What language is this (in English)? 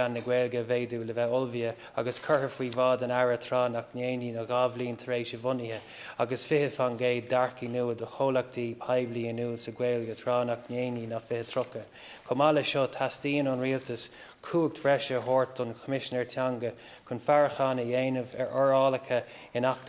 Irish